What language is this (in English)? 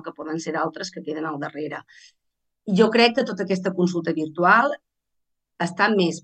Catalan